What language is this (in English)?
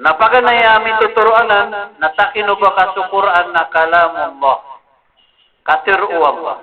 Maranao